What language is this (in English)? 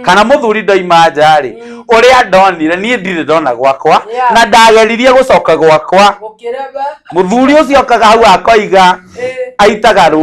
Kikuyu